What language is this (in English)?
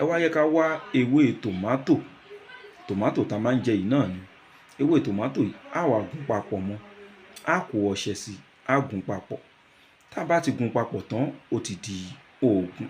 Yoruba